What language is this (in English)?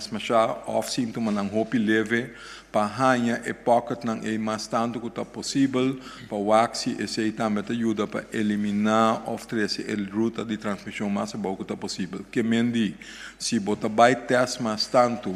Papiamento